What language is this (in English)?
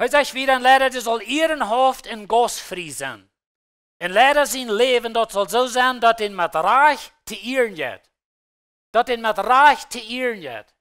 Plautdietsch